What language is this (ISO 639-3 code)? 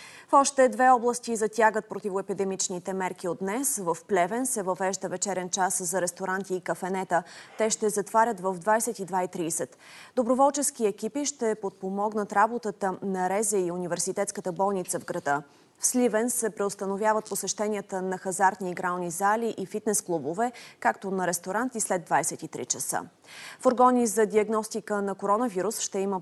bul